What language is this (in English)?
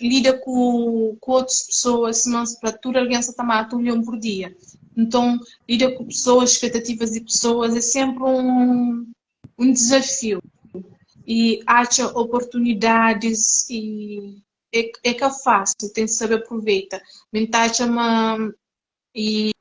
Kabuverdianu